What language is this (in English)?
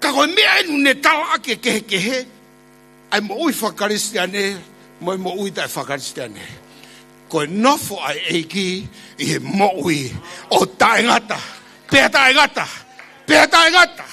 Tongan